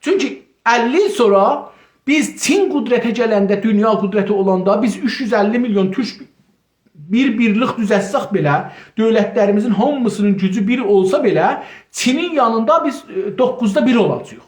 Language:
South Azerbaijani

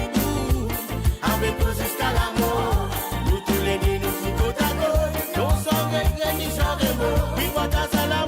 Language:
Morisyen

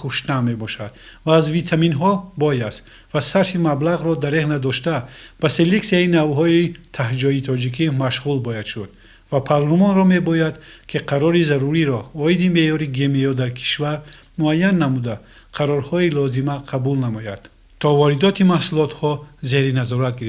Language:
Tajik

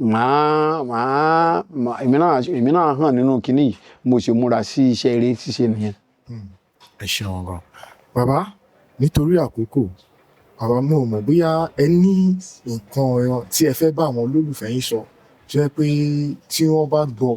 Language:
Yoruba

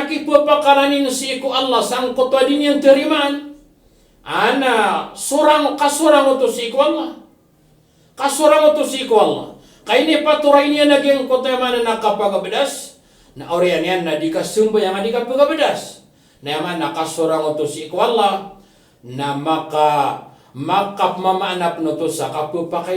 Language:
Maranao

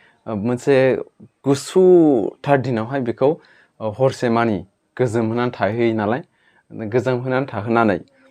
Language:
Bodo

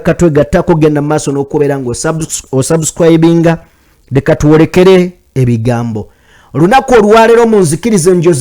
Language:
Ganda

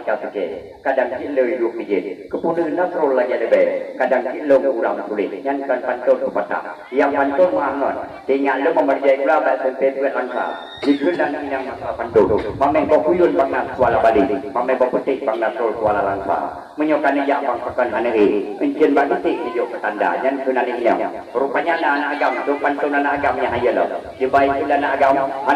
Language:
Achinese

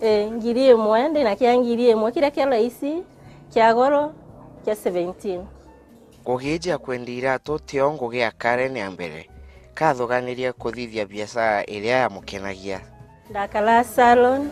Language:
Meru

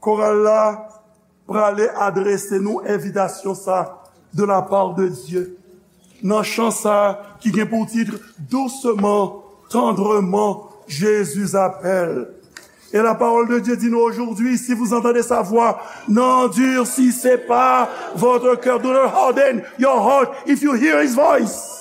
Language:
Haitian Creole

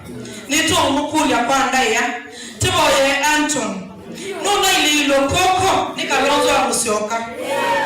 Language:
Kamba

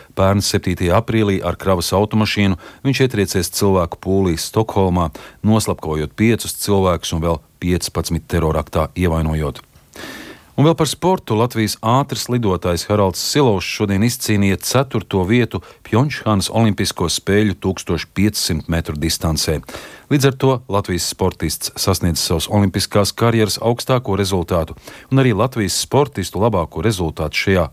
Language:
Latvian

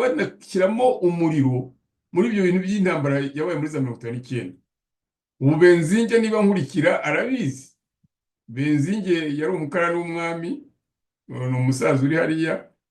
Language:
Kinyarwanda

